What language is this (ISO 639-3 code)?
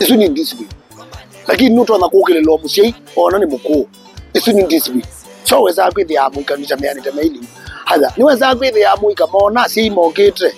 kam